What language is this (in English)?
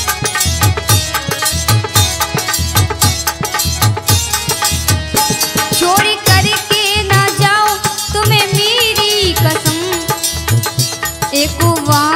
Hindi